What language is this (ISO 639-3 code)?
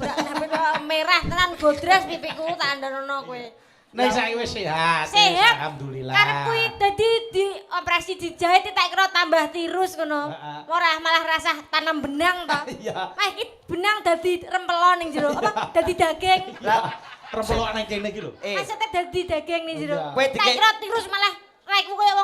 jav